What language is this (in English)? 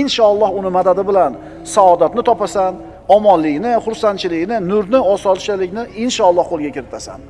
Uzbek